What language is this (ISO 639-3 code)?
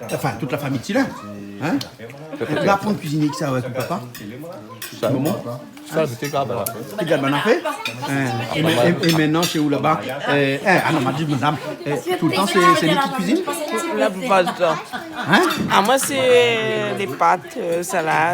rcf